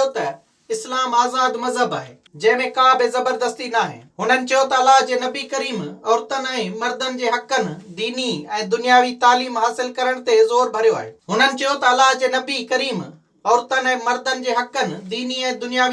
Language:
Sindhi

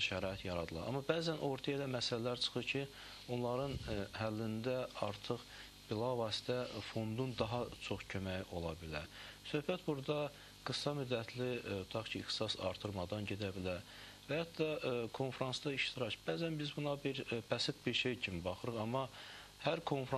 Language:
Azerbaijani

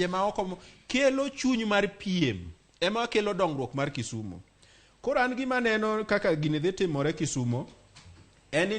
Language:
Luo (Kenya and Tanzania)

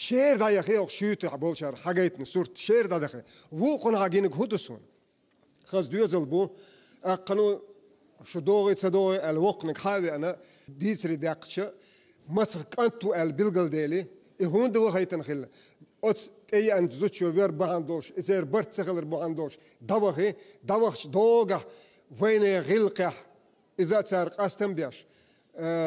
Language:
Chechen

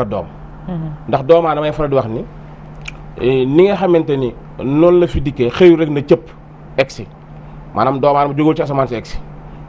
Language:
Wolof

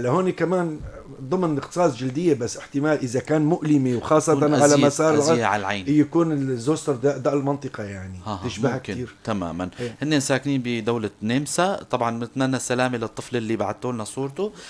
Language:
North Levantine Arabic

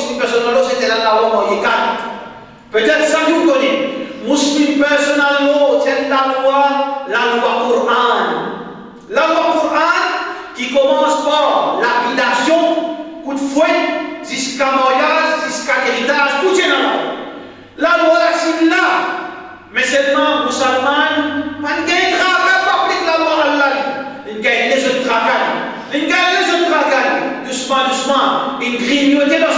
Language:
Morisyen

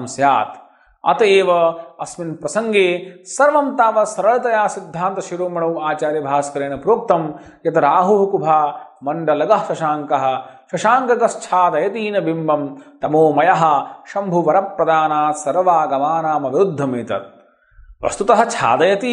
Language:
Sanskrit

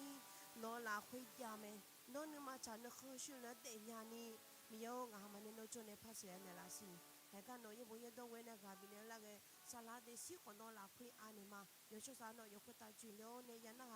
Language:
Akha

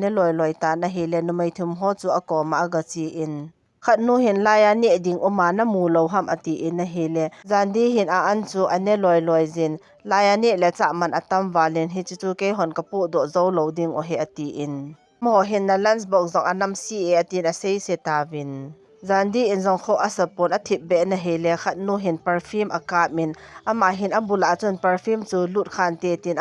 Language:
Thado Chin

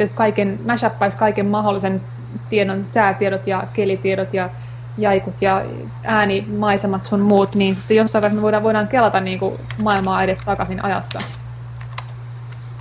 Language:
Finnish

